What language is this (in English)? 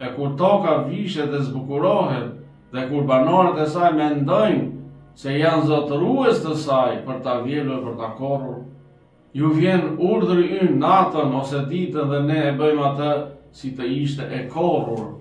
Albanian